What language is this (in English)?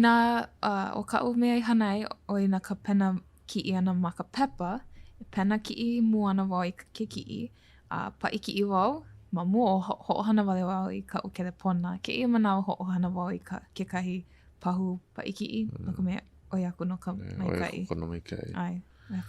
Hawaiian